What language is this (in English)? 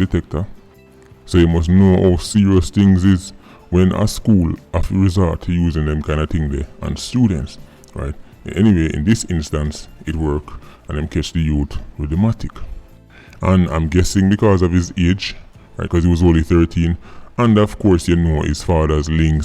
Jamaican Creole English